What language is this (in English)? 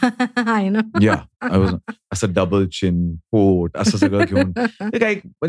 Marathi